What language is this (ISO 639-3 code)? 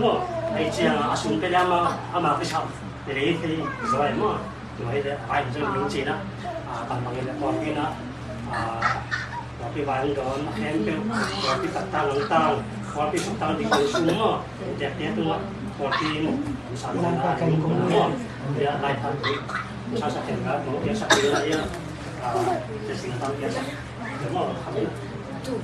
ctd